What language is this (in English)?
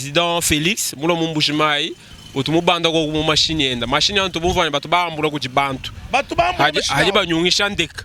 Luba-Lulua